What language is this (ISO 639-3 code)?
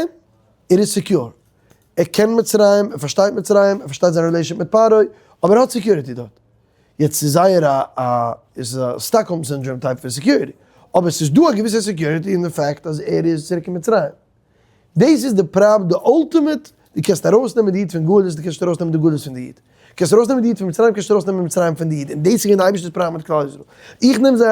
yid